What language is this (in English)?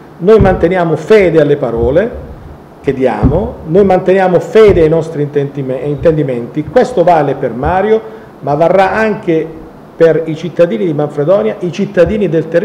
Italian